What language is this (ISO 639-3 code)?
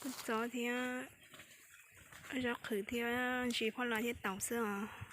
hmn